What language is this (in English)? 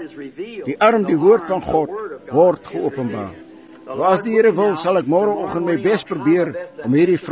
Afrikaans